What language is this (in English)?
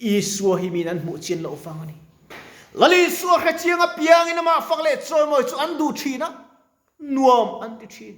Mizo